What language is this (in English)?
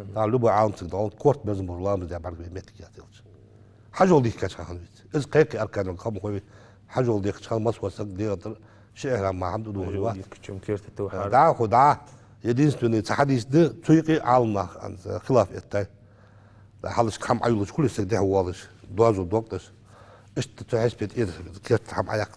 Ingush